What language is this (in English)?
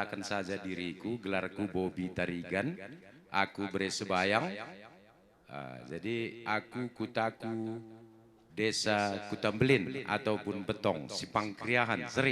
Batak Karo